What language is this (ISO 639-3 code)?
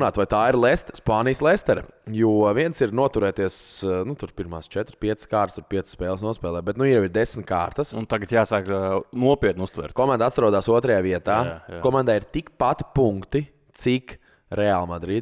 lav